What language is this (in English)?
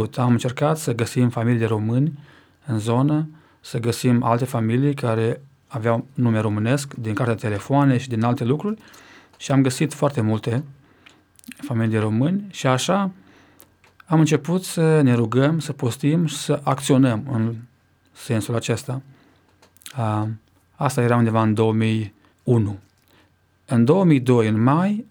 Romanian